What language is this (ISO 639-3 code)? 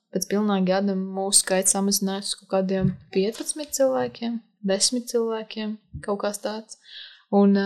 lav